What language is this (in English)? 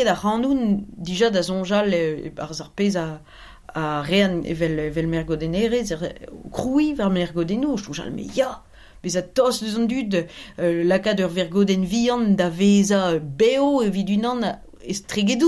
Breton